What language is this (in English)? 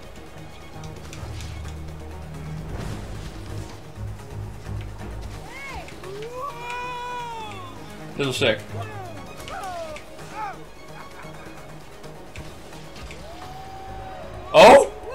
Dutch